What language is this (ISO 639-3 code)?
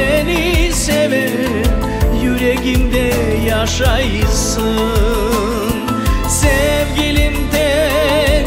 crh